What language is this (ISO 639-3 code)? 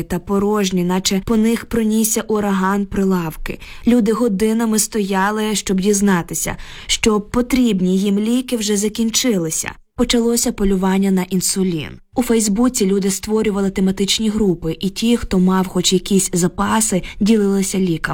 ukr